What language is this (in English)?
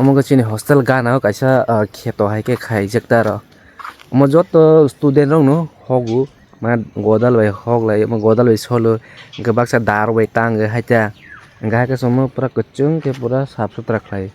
Kok Borok